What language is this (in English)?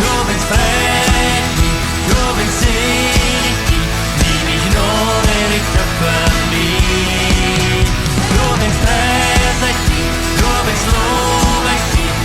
Plautdietsch